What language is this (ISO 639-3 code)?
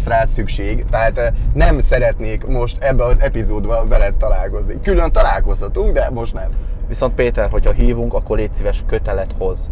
hun